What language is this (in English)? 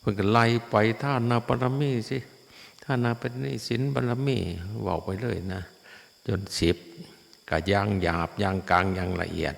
Northeastern Thai